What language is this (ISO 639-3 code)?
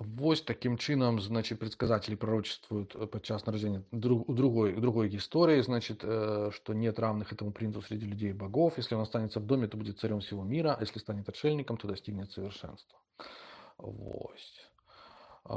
bel